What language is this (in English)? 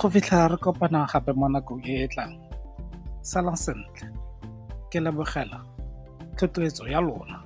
Tswana